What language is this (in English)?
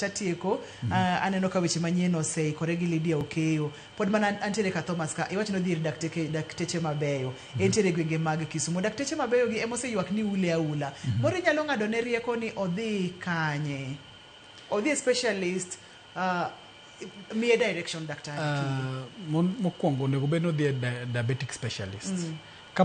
Luo (Kenya and Tanzania)